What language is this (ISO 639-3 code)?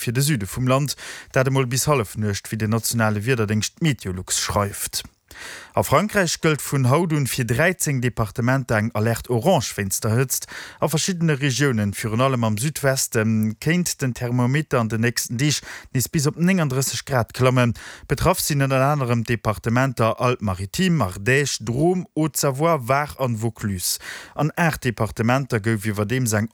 ltz